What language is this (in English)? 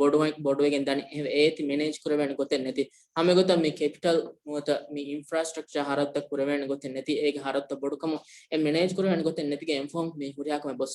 Divehi